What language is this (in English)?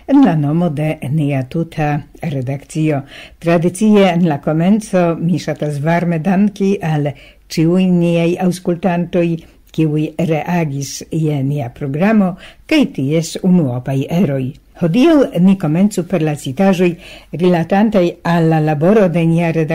Esperanto